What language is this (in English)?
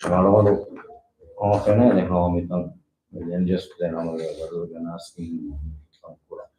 Divehi